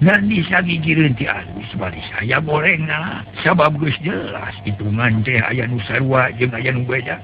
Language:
Sundanese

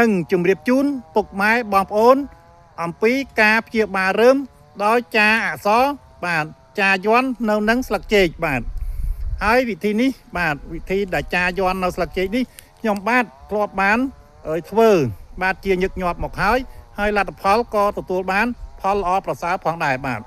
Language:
Khmer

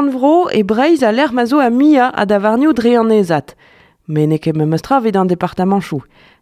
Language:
Breton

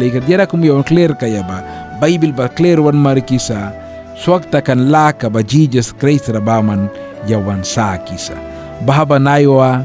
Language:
Mískito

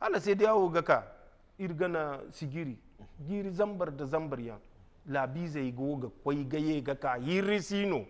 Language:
Zarma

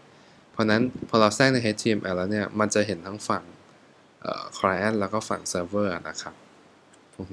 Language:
Thai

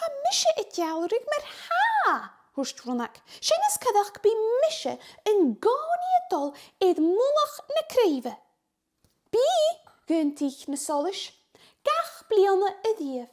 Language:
Scottish Gaelic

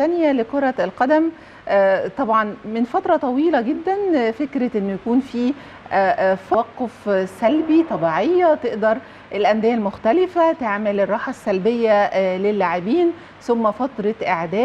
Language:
Egyptian Arabic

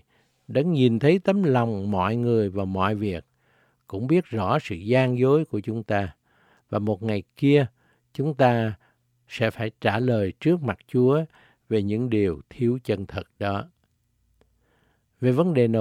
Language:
Vietnamese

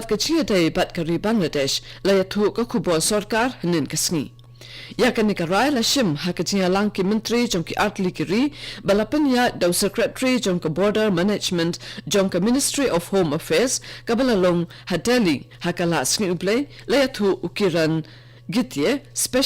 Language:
Khasi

